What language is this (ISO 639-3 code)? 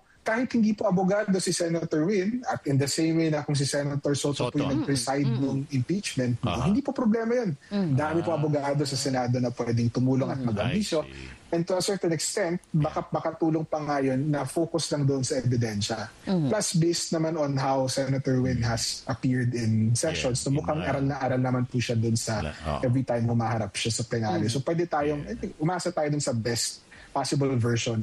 fil